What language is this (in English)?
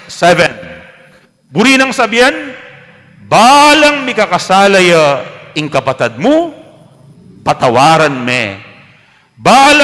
Pampanga